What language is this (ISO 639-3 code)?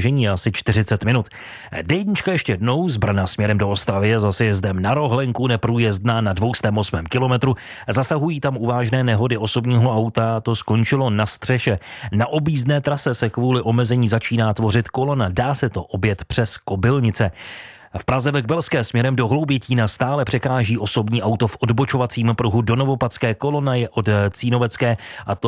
ces